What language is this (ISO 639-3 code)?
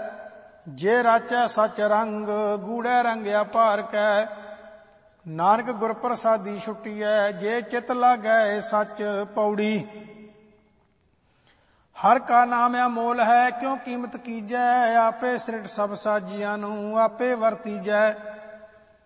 pan